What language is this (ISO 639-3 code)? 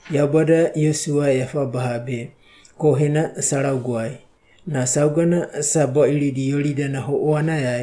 wgb